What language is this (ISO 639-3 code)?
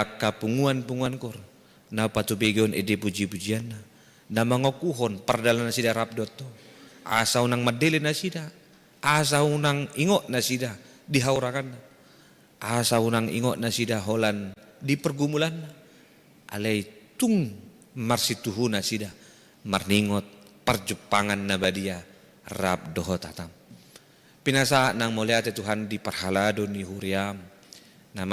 bbc